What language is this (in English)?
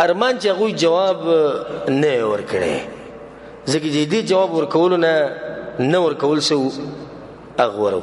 Pashto